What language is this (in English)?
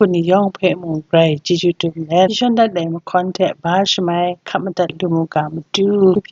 Kachin